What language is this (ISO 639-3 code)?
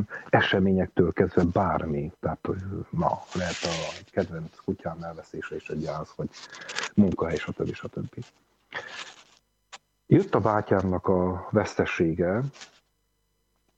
hun